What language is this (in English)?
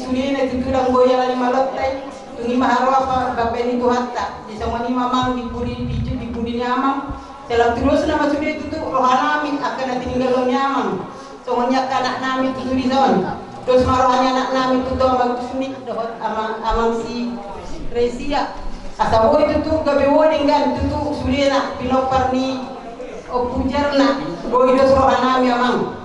Batak Toba